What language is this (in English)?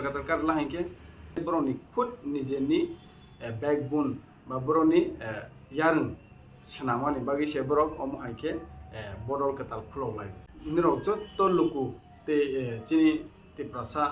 Kok Borok